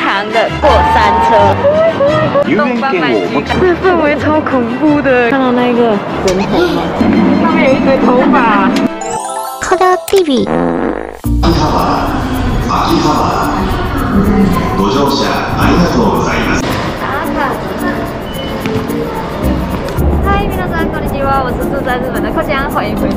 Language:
Chinese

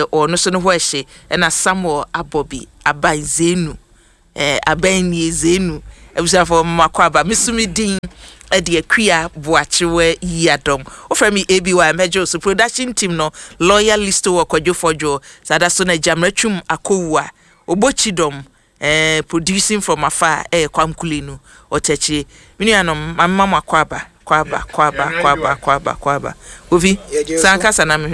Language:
Akan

